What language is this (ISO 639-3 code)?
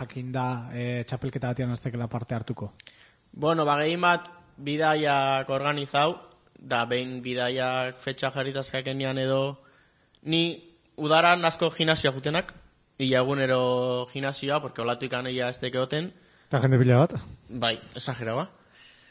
eus